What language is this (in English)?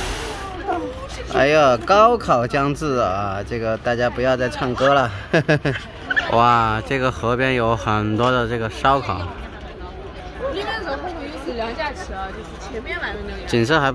Chinese